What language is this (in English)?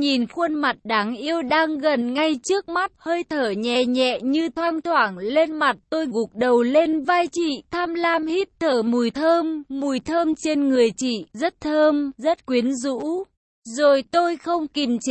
Vietnamese